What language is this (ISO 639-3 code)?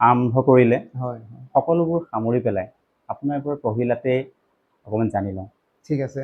asm